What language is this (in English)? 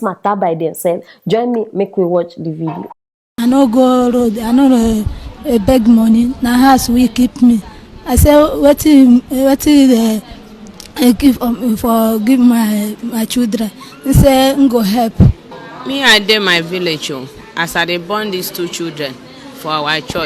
Nigerian Pidgin